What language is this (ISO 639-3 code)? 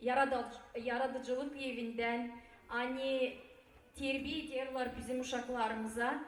gag